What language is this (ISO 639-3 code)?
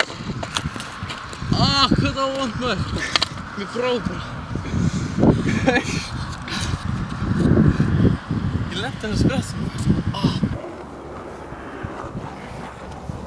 isl